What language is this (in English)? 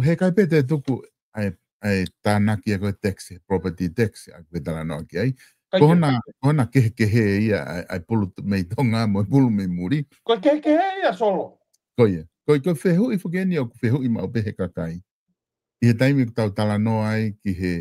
Tongan